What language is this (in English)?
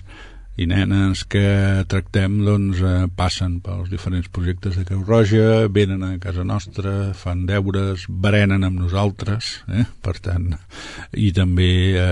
Catalan